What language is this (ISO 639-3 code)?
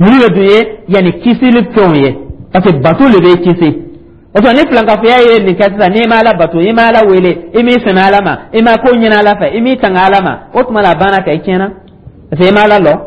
dyu